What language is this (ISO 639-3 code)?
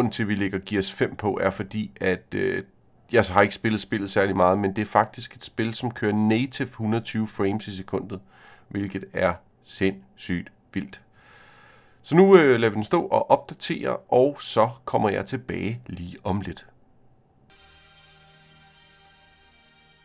dan